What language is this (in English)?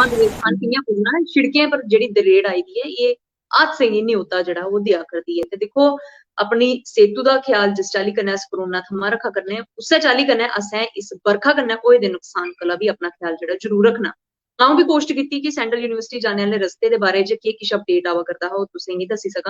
Dogri